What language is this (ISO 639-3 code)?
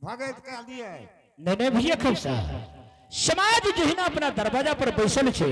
anp